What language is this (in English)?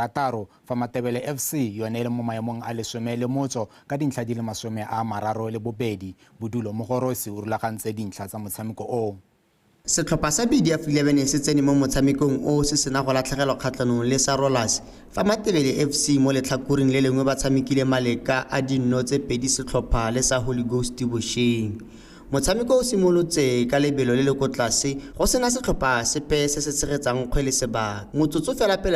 Tswana